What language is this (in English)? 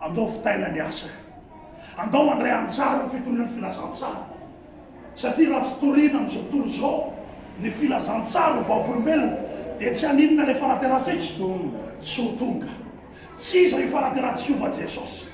Malagasy